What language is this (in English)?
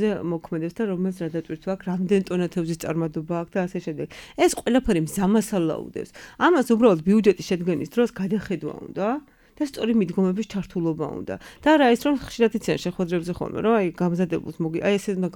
Georgian